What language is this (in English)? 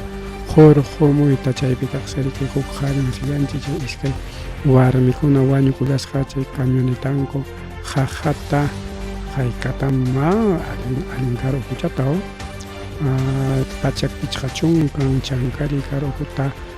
Ayacucho Quechua